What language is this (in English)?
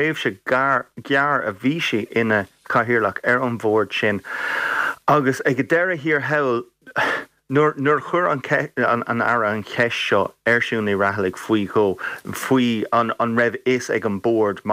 Irish